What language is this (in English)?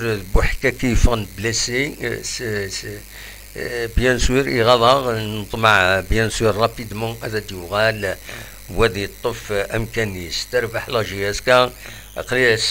Kabyle